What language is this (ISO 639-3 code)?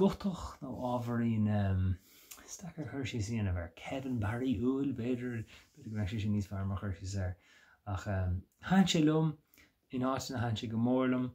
gle